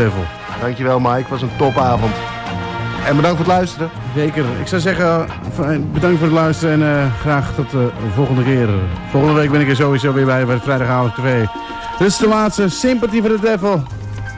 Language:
Dutch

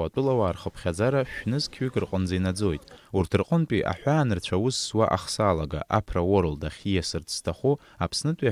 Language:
Abkhazian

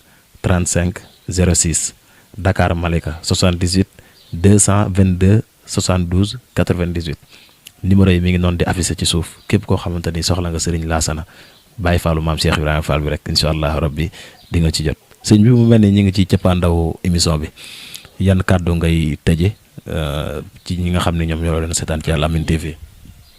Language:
Wolof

